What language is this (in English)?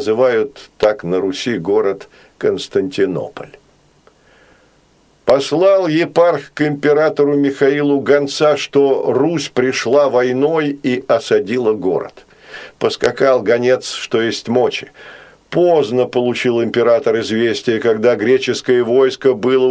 Russian